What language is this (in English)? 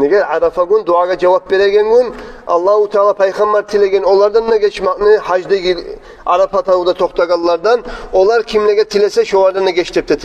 Kumyk